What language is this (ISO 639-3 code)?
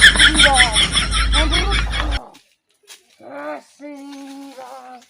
mag